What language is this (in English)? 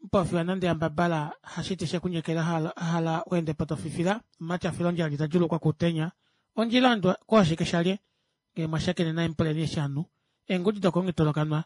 Kuanyama